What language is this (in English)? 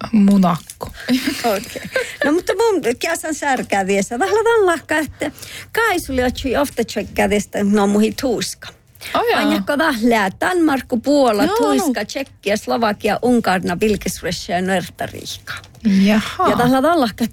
Northern Sami